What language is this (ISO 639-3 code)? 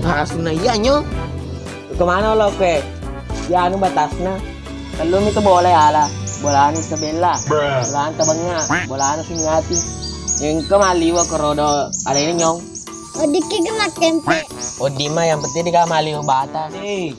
bug